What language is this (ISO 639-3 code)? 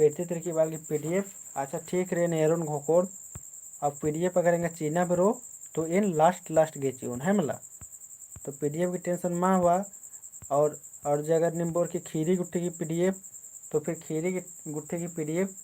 kru